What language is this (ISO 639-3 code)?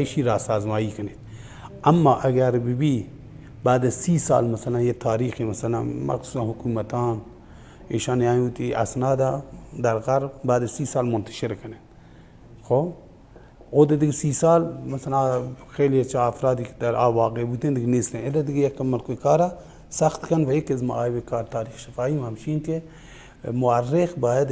bal